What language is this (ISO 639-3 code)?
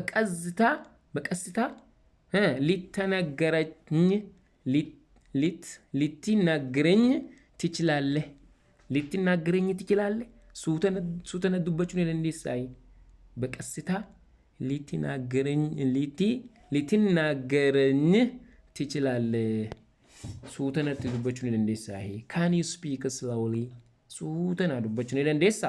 orm